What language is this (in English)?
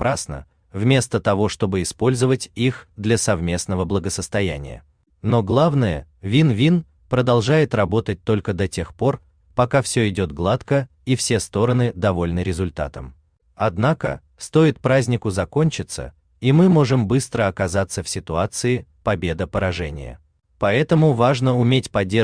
Russian